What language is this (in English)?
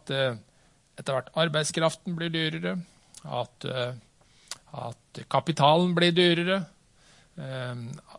Norwegian